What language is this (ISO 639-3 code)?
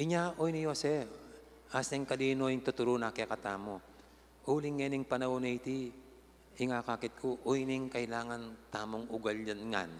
pam